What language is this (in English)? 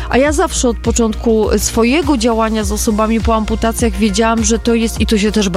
Polish